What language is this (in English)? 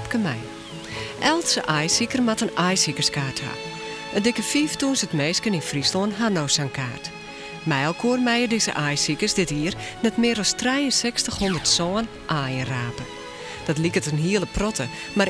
Western Frisian